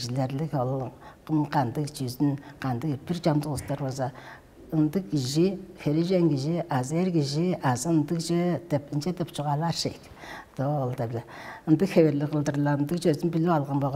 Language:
Tuvinian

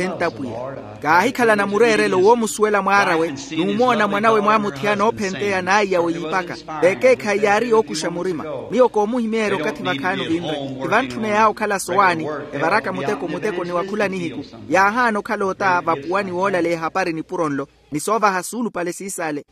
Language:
Makhuwa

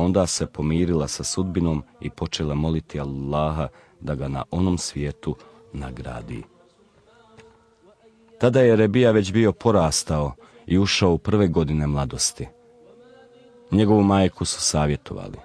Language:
Bosnian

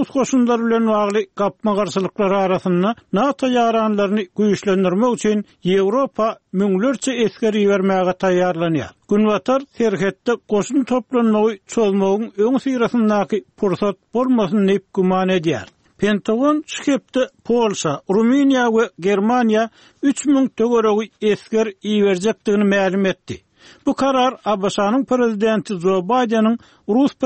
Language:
Turkmen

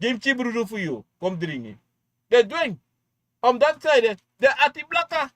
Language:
Sranan Tongo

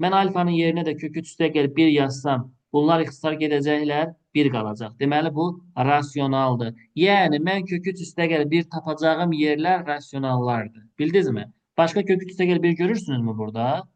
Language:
Azerbaijani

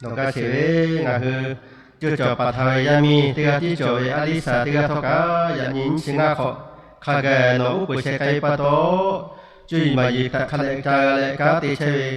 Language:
Lahu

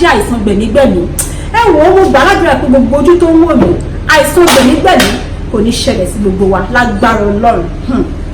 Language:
Yoruba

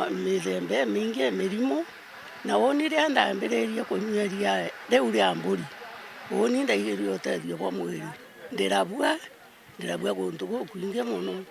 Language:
Meru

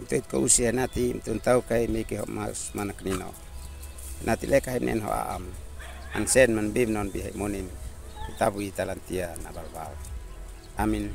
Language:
Uab Meto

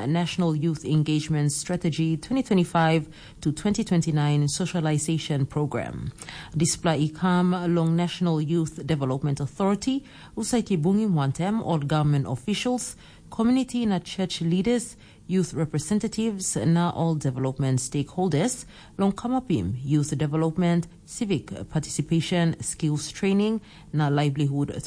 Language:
Tok Pisin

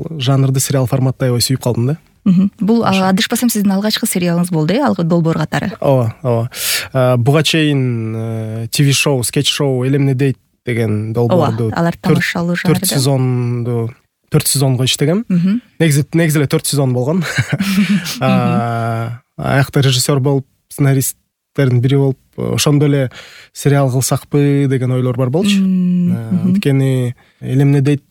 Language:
Kyrgyz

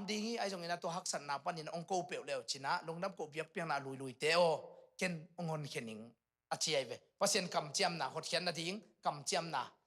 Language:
Tedim Chin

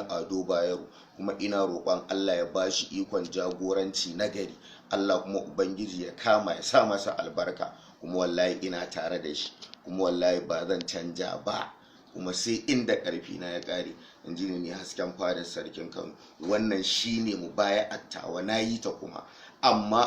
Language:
Hausa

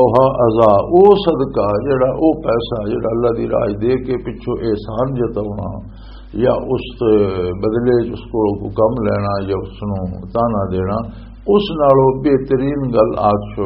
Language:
Western Panjabi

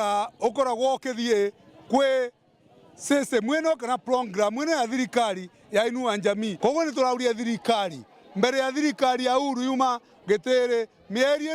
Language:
Meru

